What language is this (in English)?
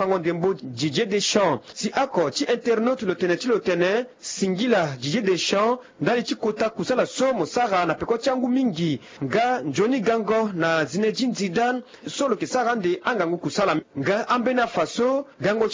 Sango